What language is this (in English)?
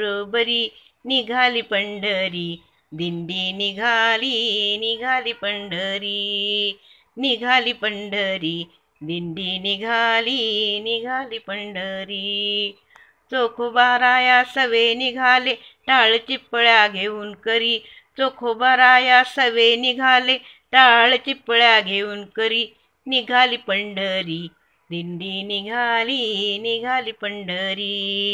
Marathi